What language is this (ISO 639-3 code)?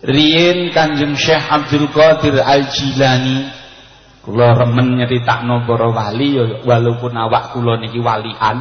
jav